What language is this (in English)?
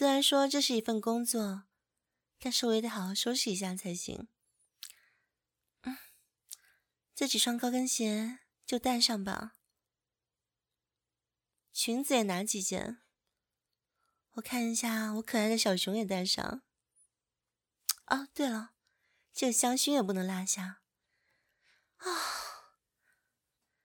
Chinese